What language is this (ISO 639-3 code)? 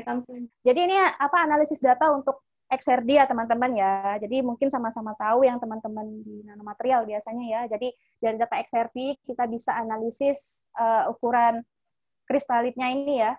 ind